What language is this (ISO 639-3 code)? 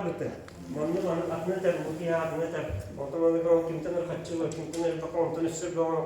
sah